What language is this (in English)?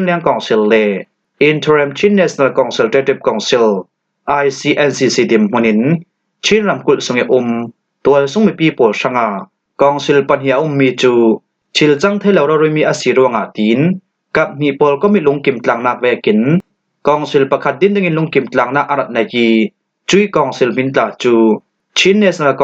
Falam Chin